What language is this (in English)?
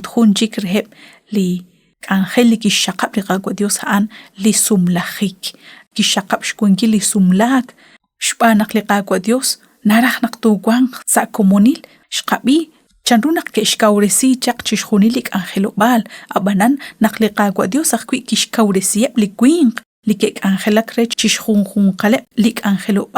Kekchí